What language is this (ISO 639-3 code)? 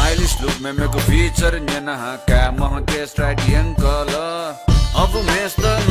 new